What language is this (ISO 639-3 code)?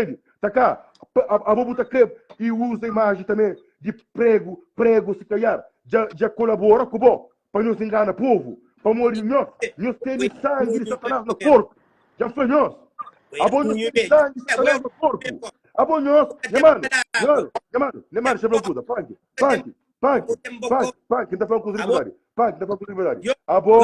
kea